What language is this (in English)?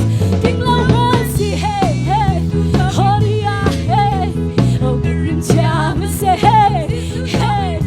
Hakha Chin